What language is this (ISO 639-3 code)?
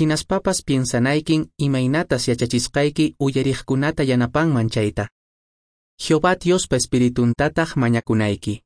que